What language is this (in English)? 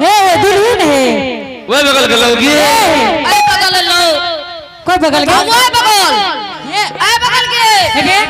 Angika